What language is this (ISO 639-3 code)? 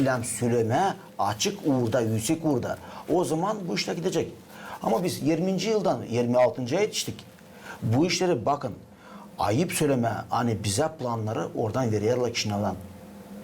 gag